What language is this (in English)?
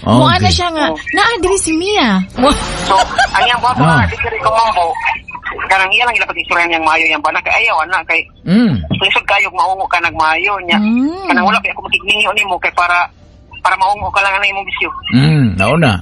Cebuano